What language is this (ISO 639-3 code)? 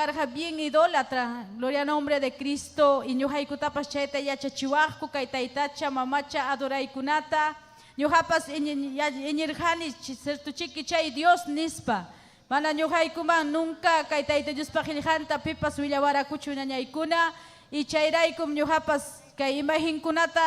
quy